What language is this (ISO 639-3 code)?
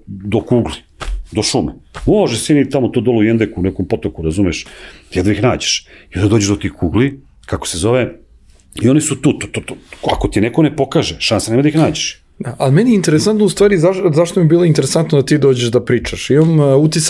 srp